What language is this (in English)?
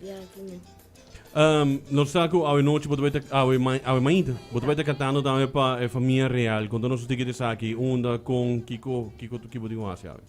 Papiamento